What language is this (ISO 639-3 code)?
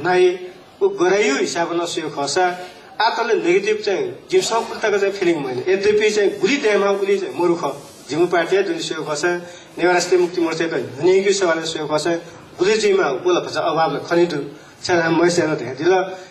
new